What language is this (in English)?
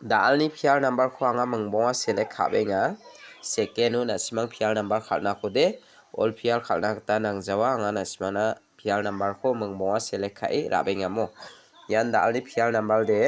Garo